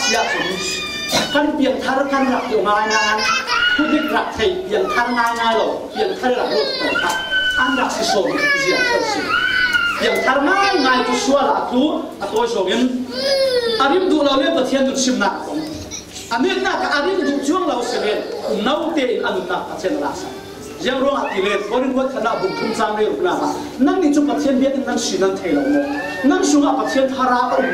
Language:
Falam Chin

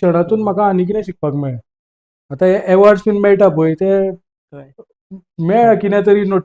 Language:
Konkani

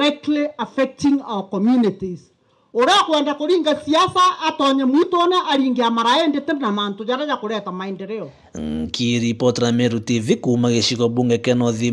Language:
Meru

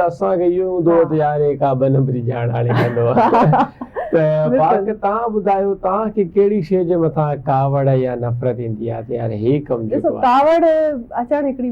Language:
Sindhi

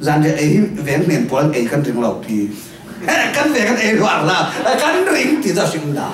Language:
Falam Chin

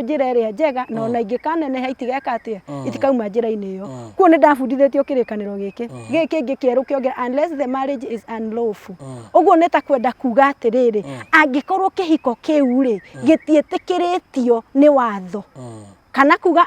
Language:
Kikuyu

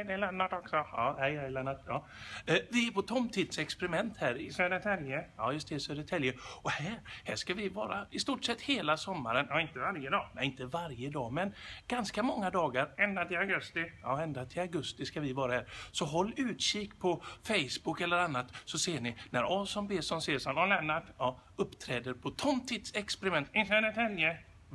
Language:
Swedish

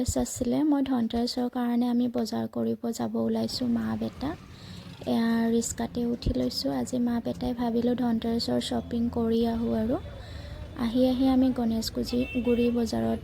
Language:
Assamese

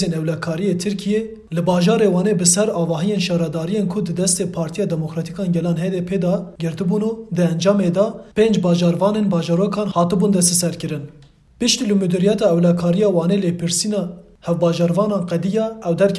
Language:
Kurdish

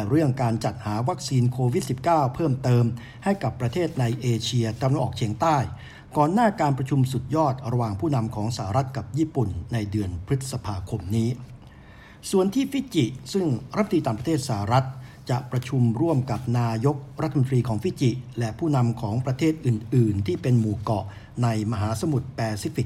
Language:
Thai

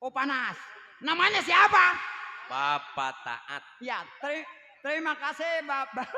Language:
Betawi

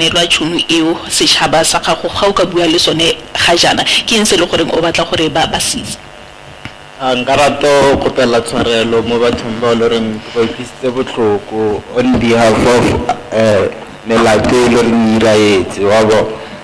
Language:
Tswana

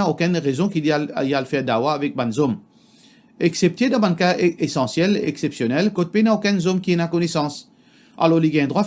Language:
Morisyen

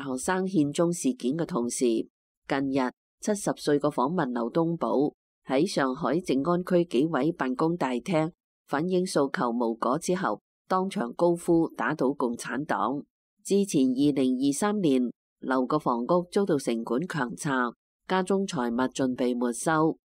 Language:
Cantonese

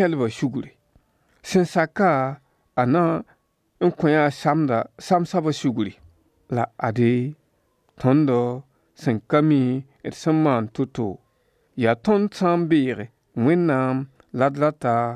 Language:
Mossi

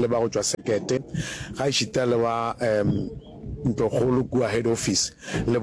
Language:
Northern Sotho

